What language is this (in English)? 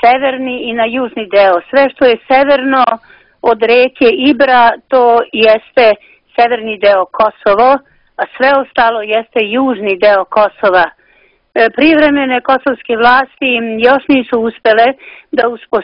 Serbian